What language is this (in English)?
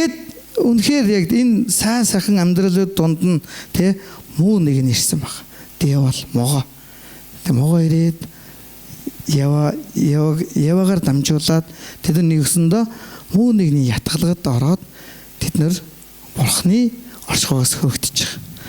Mongolian